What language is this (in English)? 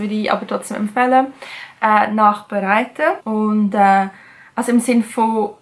Swiss German